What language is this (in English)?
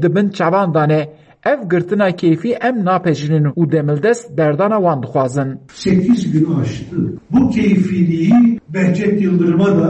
Kurdish